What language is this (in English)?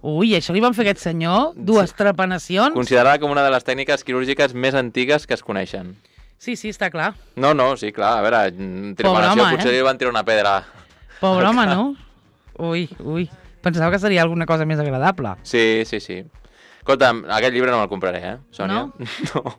Catalan